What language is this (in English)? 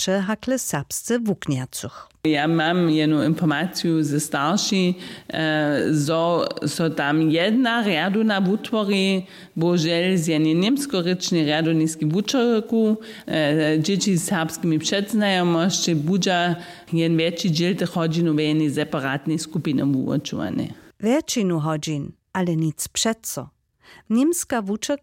Upper Sorbian